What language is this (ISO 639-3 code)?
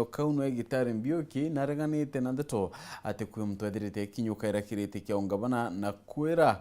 mer